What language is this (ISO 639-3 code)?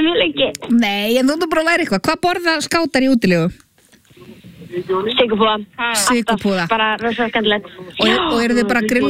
isl